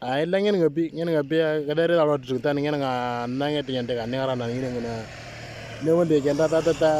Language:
Moro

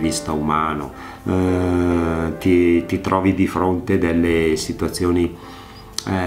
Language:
Italian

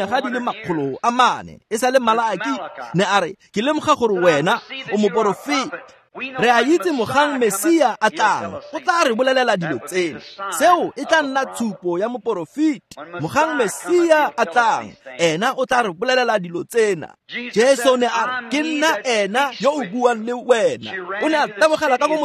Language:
Tswana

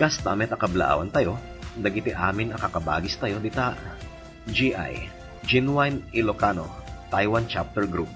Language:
Iloko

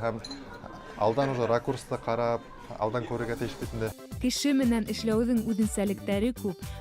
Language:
Bashkir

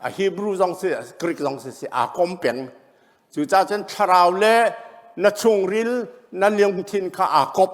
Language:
Hakha Chin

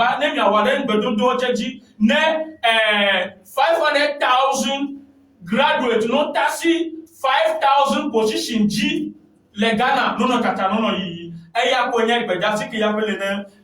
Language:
Ewe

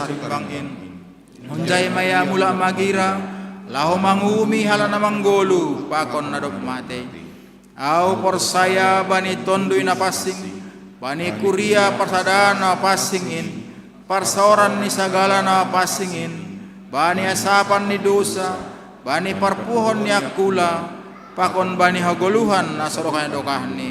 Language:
Batak Simalungun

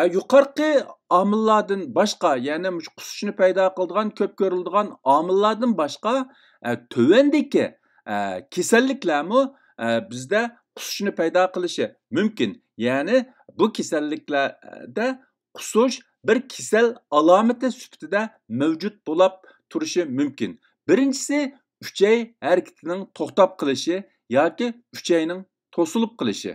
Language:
Uyghur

